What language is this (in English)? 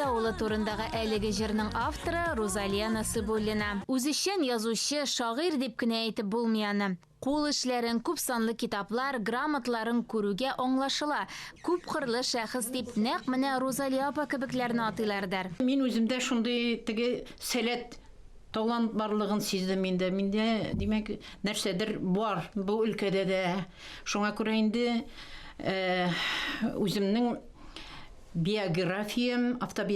Tatar